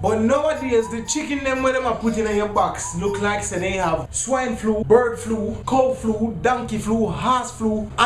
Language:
Jamaican Creole English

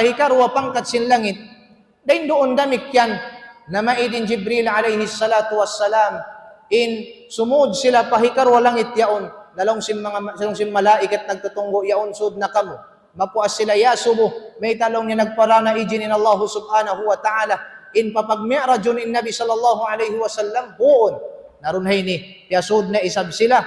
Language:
Tausug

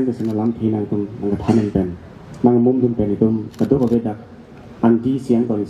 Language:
Karbi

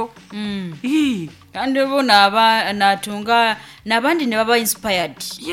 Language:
Nyoro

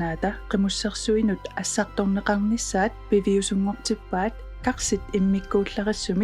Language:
Kalaallisut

